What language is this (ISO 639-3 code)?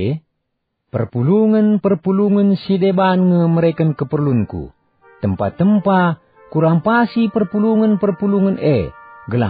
btx